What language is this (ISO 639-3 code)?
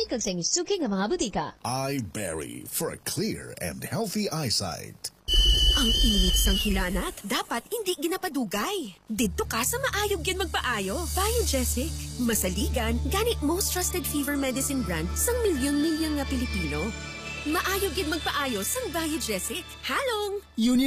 hil